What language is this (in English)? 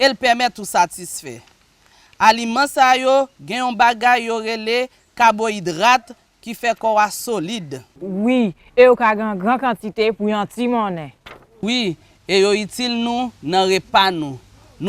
Haitian Creole